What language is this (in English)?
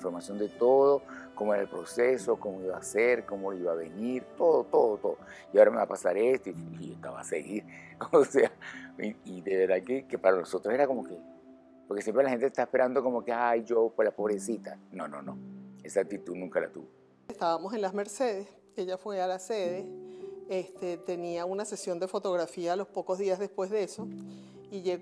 Spanish